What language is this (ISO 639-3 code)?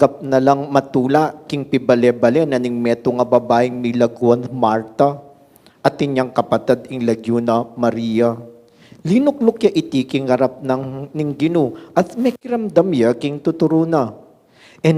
pam